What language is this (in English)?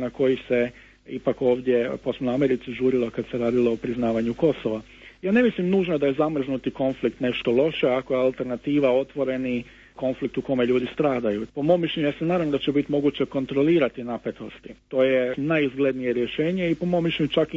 Croatian